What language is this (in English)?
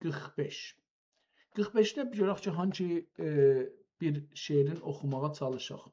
South Azerbaijani